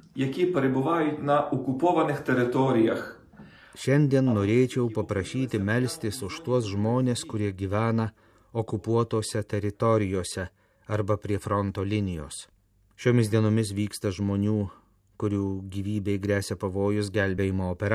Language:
Lithuanian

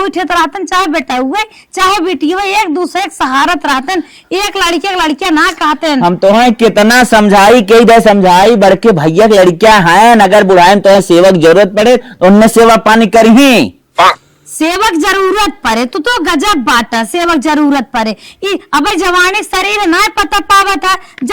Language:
Awadhi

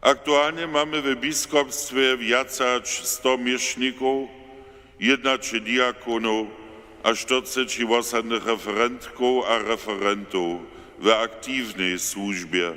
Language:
Upper Sorbian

